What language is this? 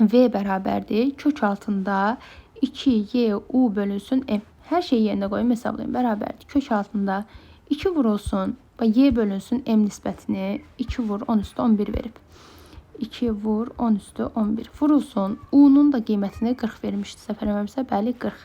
Azerbaijani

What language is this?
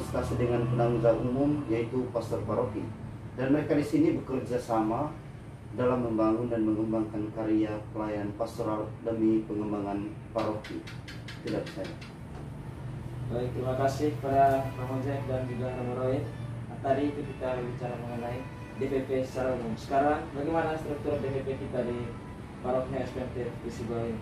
Indonesian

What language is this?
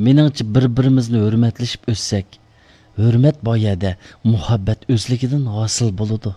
Uyghur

